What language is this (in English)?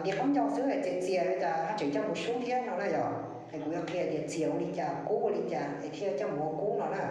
Hmong